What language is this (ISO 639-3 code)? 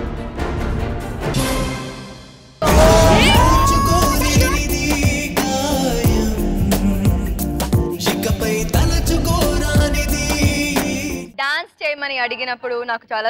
tel